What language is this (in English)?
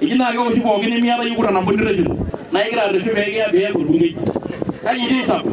Masai